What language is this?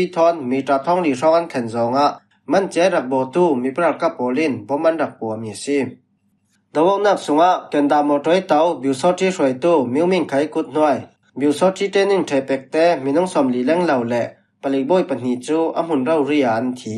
Falam Chin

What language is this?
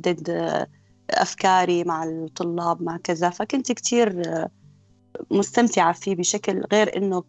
North Levantine Arabic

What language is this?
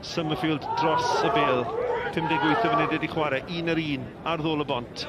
Welsh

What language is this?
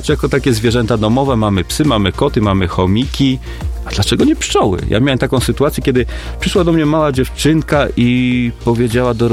Polish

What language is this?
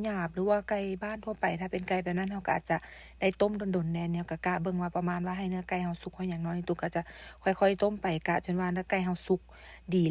Lao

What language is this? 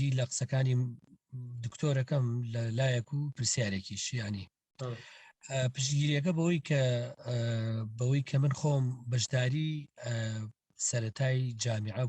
Central Kurdish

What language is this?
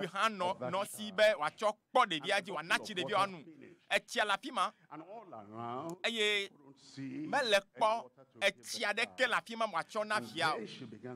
Ewe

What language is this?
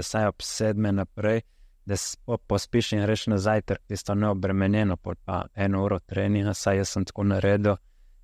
Slovenian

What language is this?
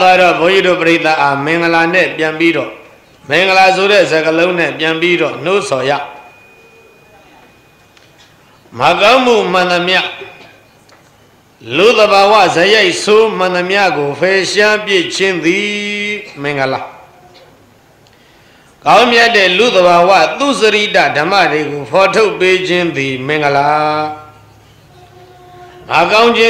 Burmese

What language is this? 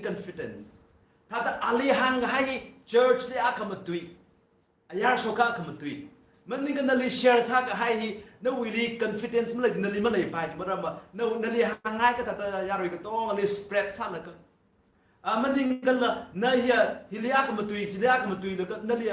Tangkhul Naga (India)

